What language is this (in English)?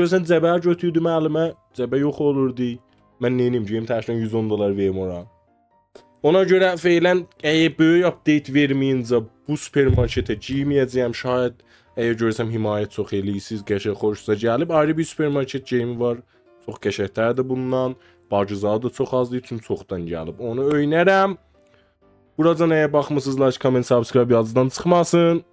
South Azerbaijani